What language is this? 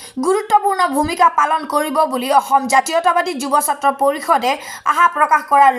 Assamese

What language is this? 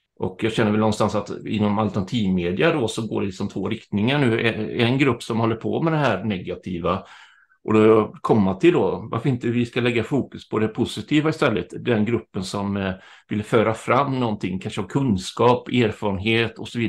Swedish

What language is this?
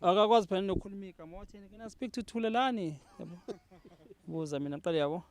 Zulu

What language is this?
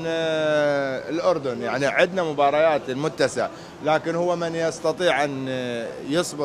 Mesopotamian Arabic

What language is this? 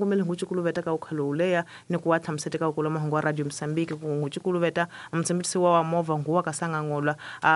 Tsonga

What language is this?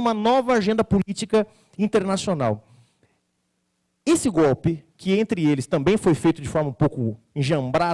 Portuguese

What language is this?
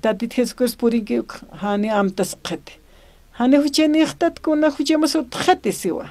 Aymara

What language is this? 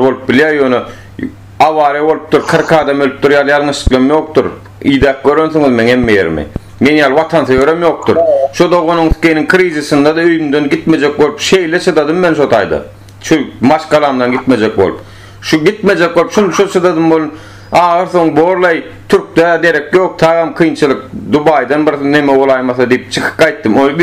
Turkmen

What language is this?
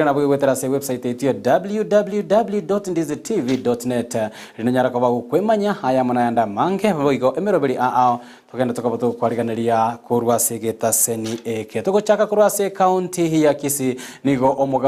Gusii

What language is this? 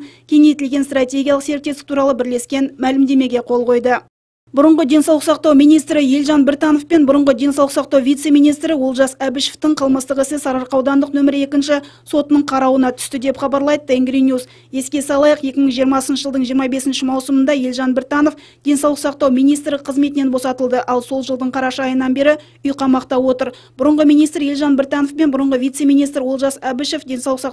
Kazakh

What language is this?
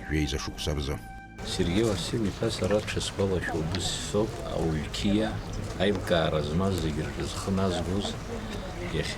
Abkhazian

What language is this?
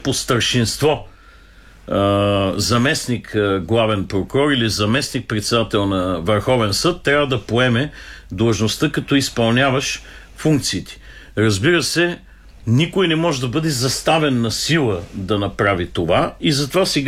Bulgarian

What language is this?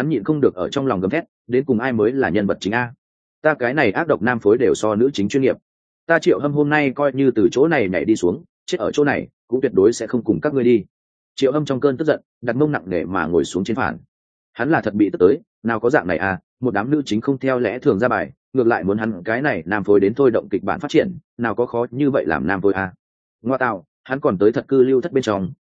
Vietnamese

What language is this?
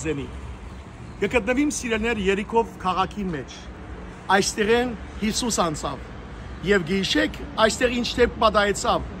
Western Armenian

